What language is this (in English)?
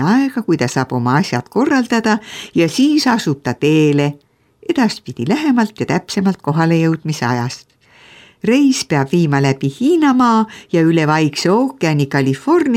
Estonian